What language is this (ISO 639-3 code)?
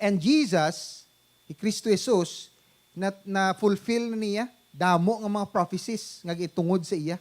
hil